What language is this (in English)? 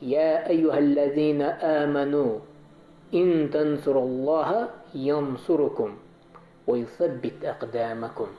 Chechen